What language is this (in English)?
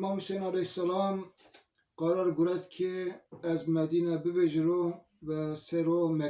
Zaza